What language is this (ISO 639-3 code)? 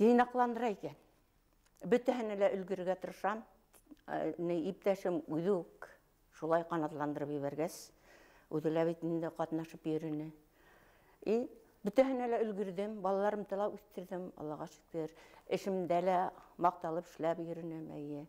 bak